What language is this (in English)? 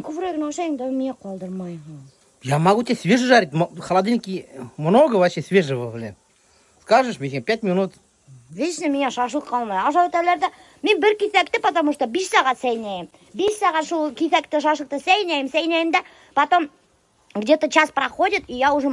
Bashkir